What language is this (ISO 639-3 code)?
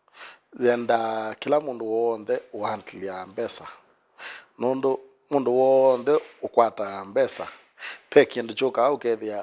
kam